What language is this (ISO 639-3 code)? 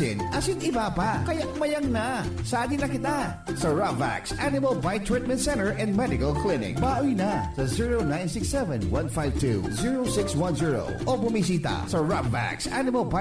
bik